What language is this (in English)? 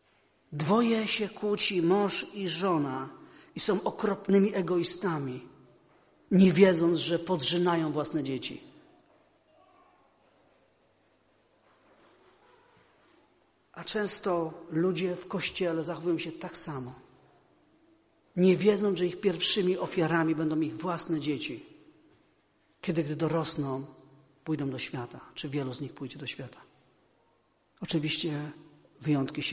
Polish